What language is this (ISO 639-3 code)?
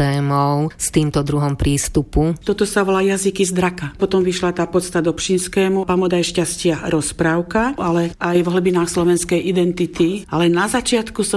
slk